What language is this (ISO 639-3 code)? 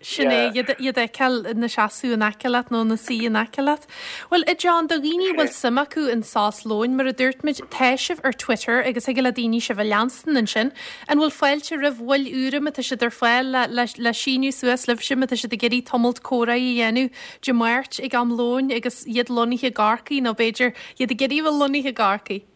gle